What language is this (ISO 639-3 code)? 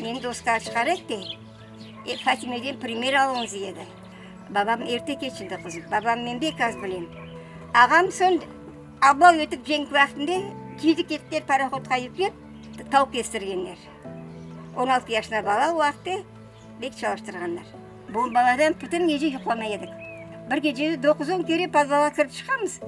crh